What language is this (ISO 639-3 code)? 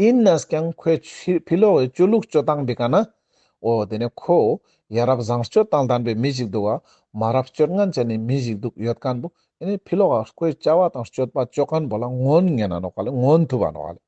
lbj